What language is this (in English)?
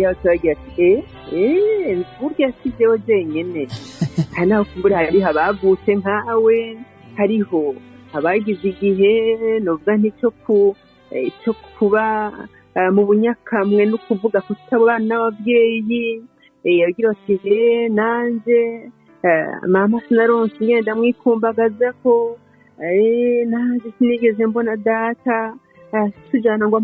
Rundi